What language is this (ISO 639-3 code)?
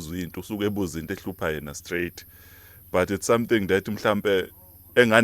zul